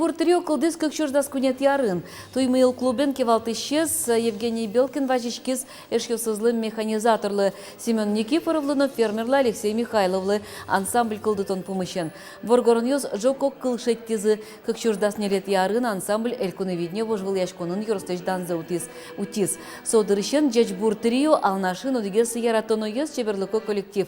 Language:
Udmurt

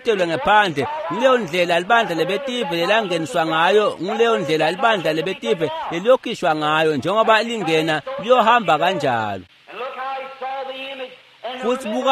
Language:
Swati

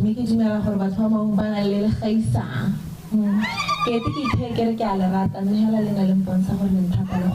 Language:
Tswana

